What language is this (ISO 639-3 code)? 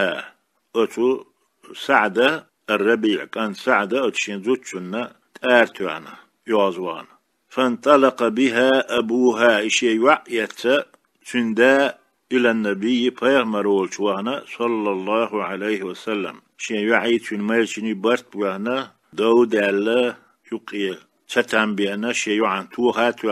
che